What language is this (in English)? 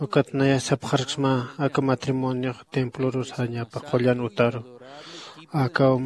Aymara